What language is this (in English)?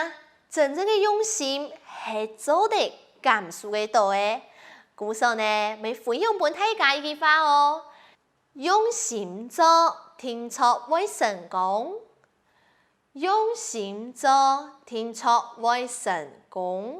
Hakka Chinese